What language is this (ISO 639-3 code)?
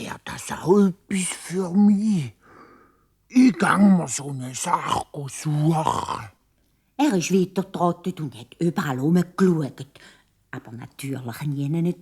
gsw